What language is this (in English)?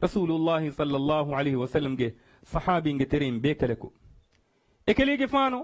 Divehi